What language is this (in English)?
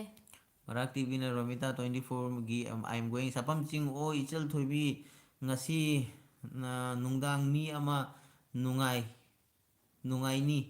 Manipuri